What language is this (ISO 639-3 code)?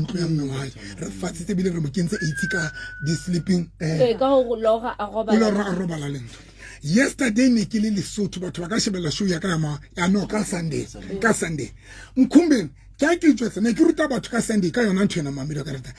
sot